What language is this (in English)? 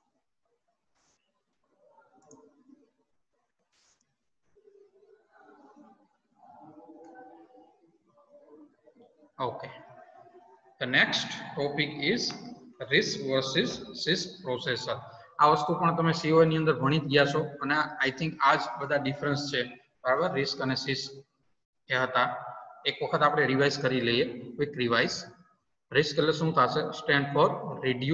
Gujarati